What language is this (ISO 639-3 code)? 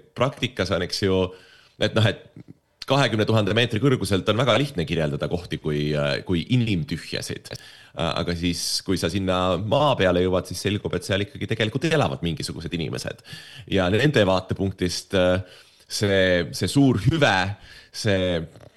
est